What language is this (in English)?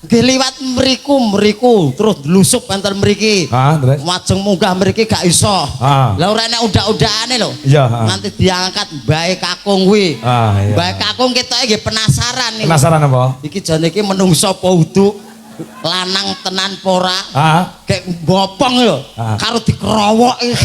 Javanese